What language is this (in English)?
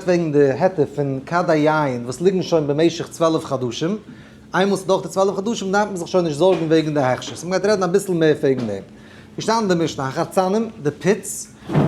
Yiddish